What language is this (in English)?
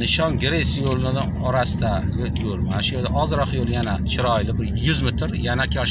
Uzbek